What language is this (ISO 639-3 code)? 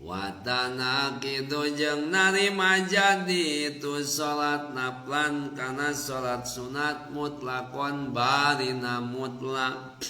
sun